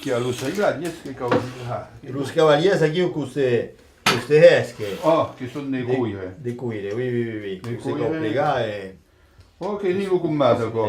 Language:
Occitan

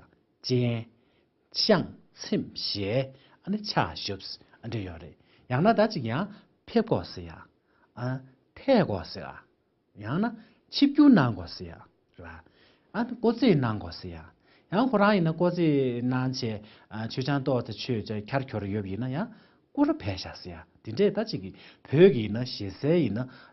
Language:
Tibetan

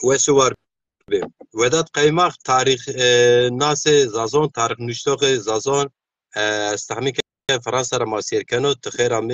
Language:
Zaza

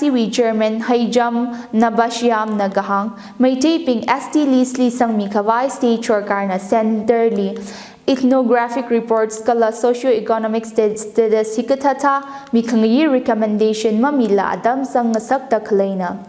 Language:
Tangkhul Naga (India)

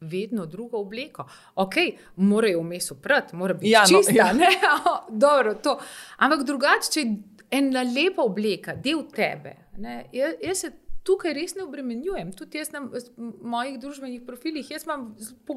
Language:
Slovenian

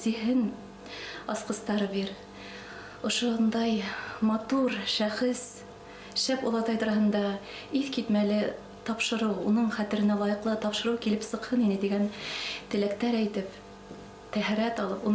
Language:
Bashkir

